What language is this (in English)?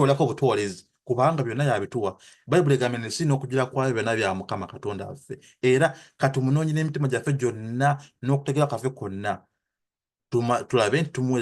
Ganda